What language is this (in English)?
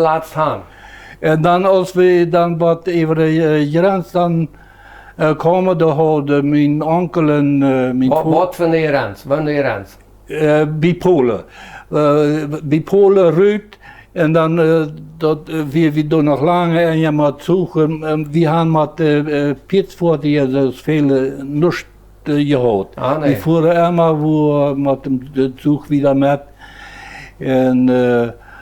Plautdietsch